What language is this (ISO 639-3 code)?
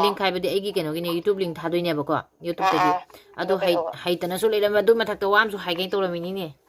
mni